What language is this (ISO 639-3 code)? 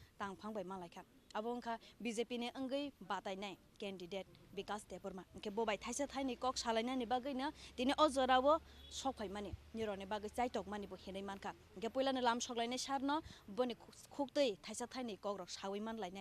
trp